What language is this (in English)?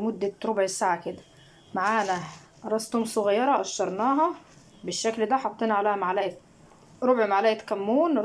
Egyptian Arabic